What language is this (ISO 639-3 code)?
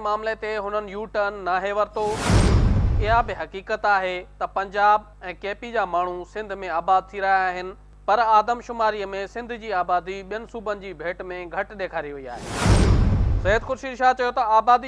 snd